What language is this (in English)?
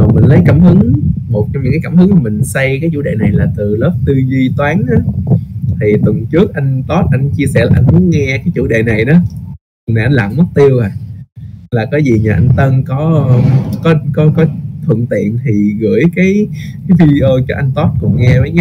Vietnamese